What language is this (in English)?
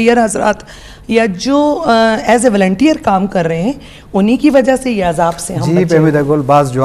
Eastern Balochi